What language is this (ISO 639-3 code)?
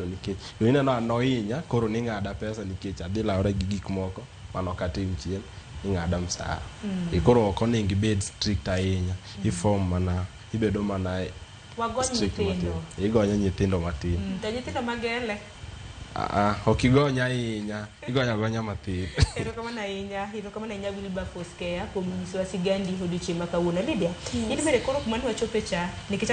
luo